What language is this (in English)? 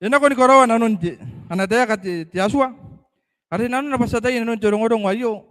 Gilbertese